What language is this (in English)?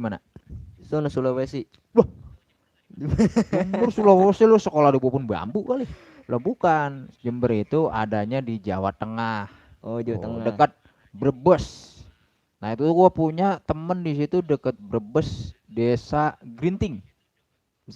Betawi